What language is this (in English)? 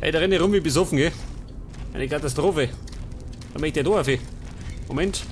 Bavarian